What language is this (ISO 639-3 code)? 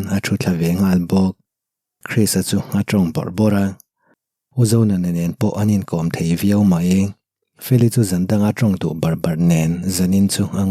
lus